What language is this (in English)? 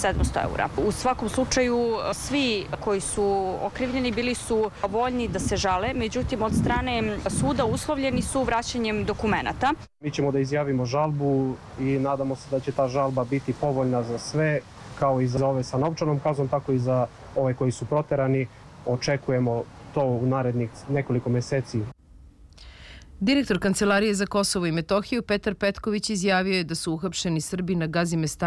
Serbian